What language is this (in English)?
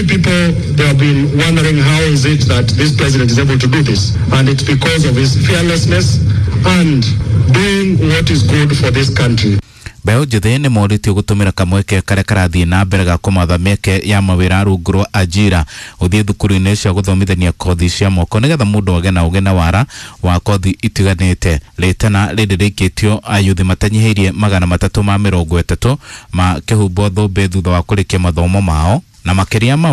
Kikuyu